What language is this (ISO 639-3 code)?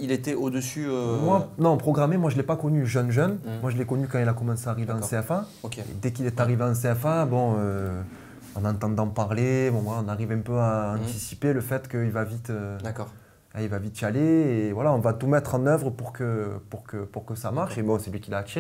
fra